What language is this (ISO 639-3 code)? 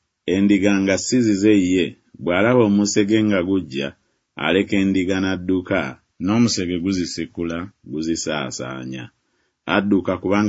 lug